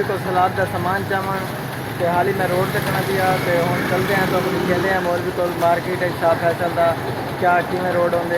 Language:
Saraiki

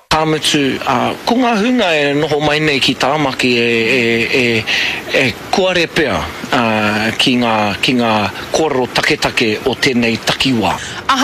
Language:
Māori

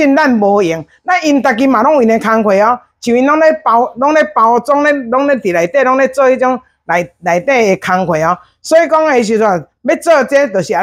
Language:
Min Nan Chinese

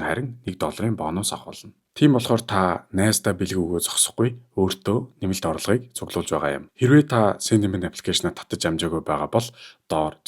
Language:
Mongolian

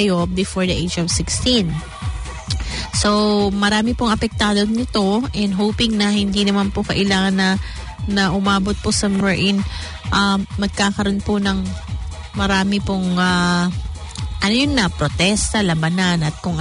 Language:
Filipino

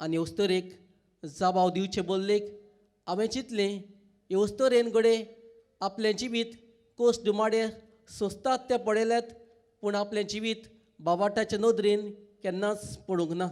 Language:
Konkani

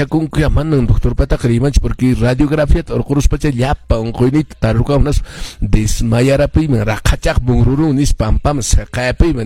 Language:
Quechua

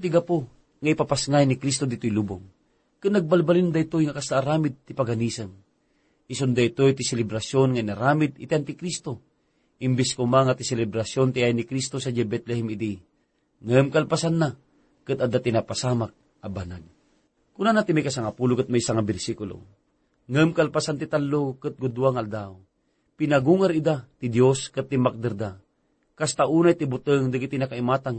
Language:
Iloko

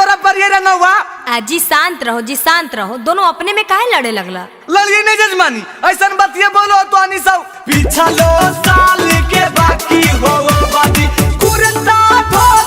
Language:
Magahi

